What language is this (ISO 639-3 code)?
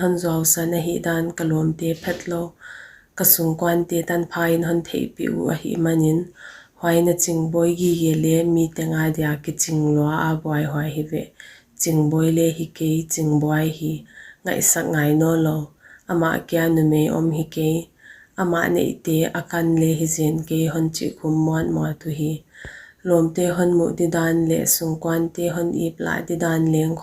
pck